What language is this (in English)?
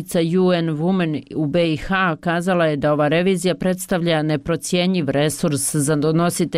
Bosnian